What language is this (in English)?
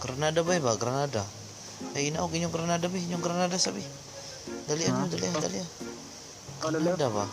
Cebuano